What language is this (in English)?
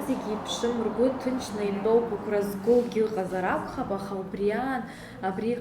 Abkhazian